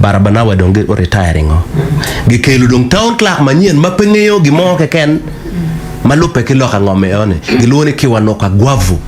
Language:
Acoli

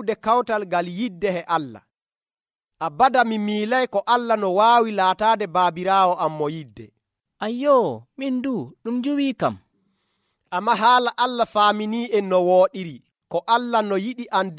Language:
Nigerian Fulfulde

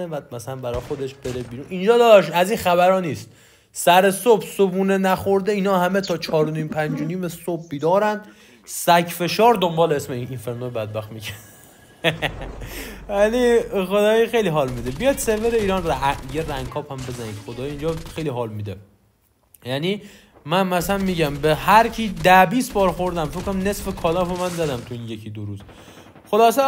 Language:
Persian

